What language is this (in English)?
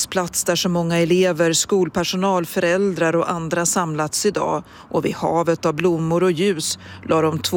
Swedish